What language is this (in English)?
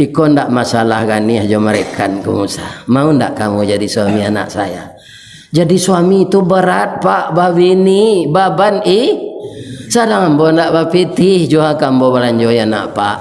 Minangkabau